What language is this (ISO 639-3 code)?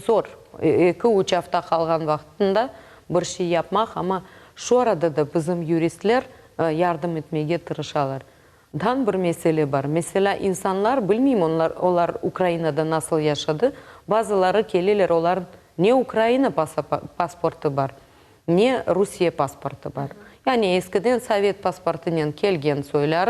crh